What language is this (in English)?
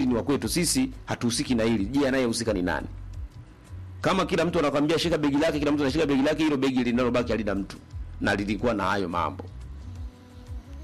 Swahili